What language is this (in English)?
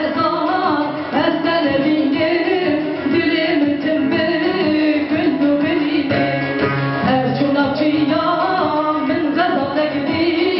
Kurdish